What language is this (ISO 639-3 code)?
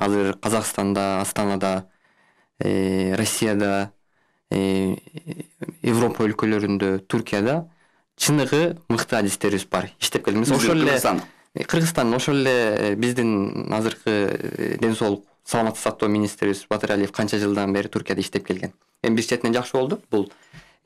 kir